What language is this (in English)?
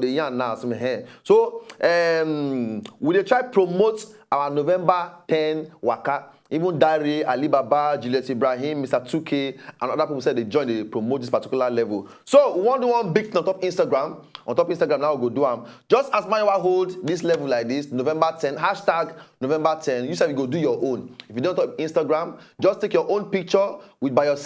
Nigerian Pidgin